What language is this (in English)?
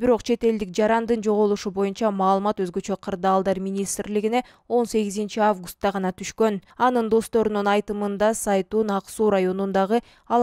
Kyrgyz